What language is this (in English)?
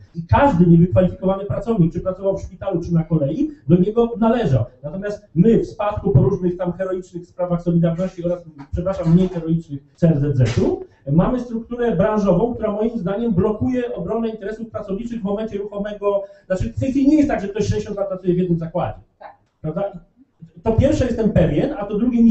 Polish